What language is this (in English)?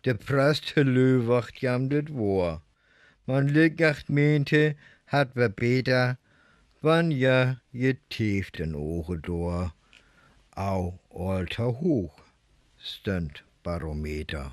Northern Frisian